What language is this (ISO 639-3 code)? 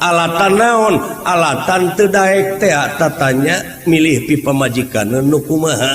sun